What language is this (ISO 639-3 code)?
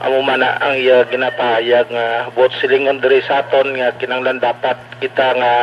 hil